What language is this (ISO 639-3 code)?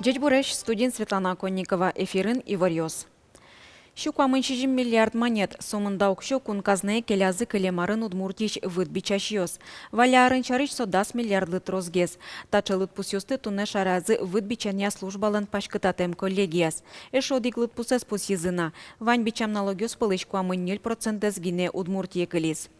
udm